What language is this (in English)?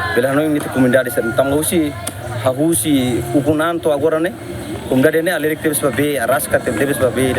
Tetum